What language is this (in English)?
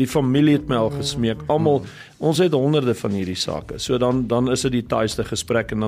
Afrikaans